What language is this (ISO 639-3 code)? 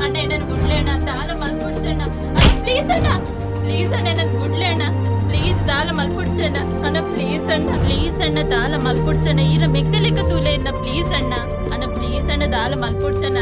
tcy